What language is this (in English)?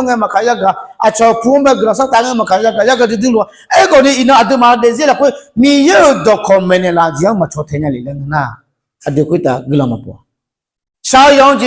Akha